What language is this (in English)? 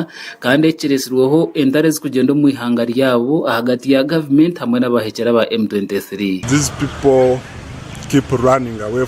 Nyankole